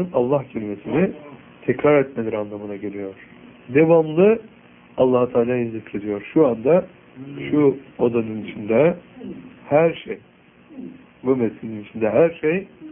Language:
Turkish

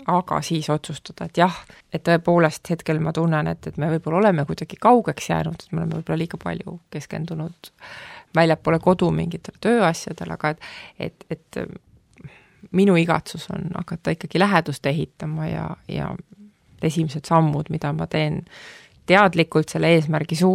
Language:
Estonian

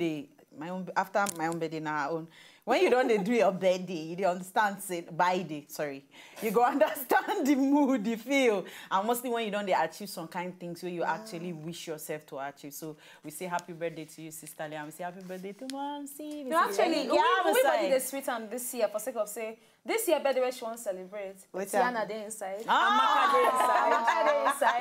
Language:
Nigerian Pidgin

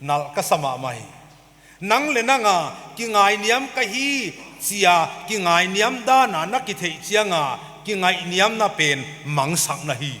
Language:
Paite Chin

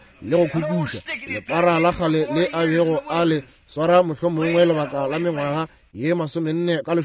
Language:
Northern Sotho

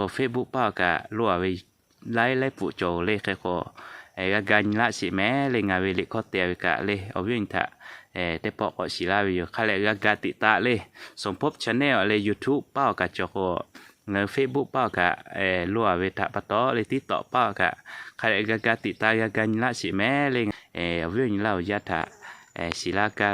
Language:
Lahu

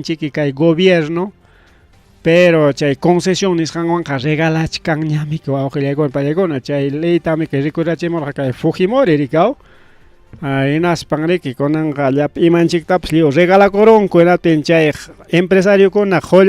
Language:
Ayacucho Quechua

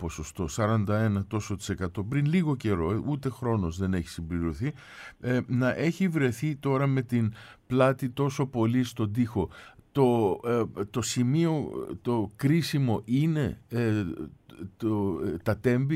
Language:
Greek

